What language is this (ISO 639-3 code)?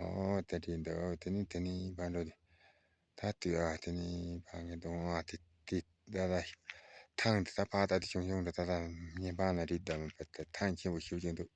bod